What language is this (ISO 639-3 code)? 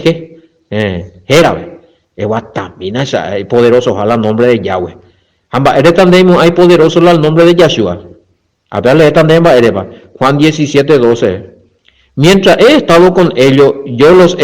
grn